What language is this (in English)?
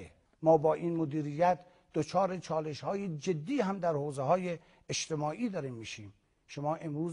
Persian